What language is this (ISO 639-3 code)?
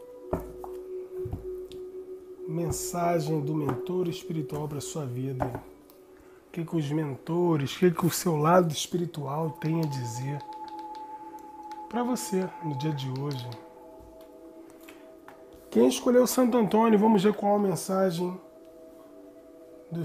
por